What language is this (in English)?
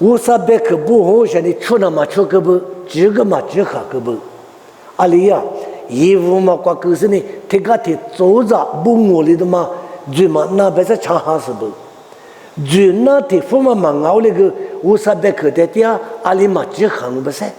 Lisu